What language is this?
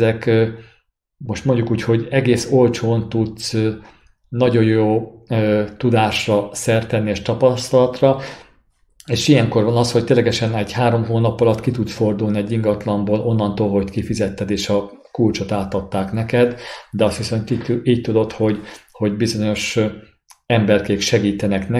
Hungarian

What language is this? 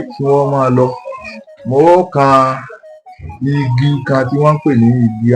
Yoruba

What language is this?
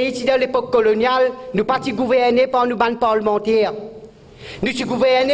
Morisyen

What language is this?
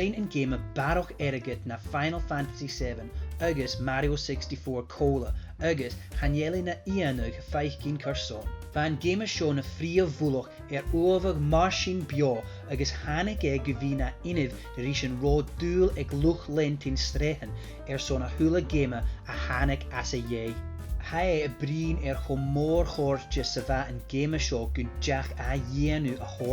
Scottish Gaelic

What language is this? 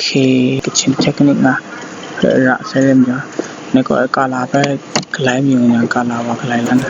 Kachin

